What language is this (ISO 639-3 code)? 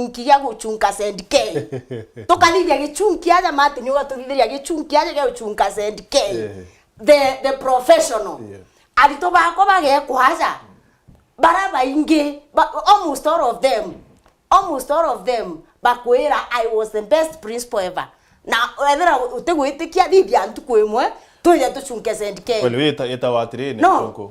mer